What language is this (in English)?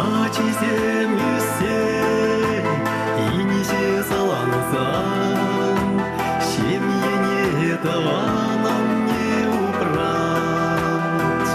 Chuvash